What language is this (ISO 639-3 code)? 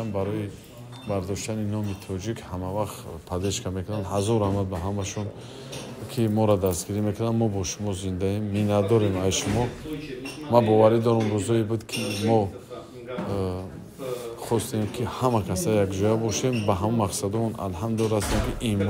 tgk